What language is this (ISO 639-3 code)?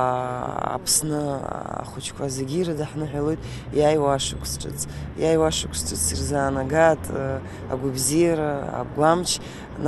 abk